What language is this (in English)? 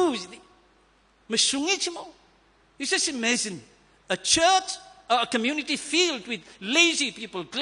Tangkhul Naga (India)